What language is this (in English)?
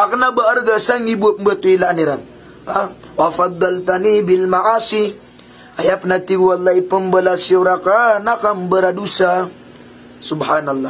Maranao